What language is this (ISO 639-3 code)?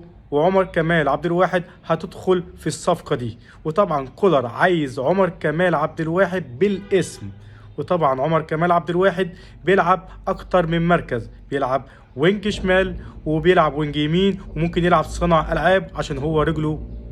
arz